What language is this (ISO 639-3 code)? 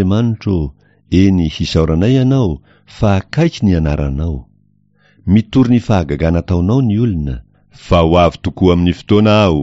mlg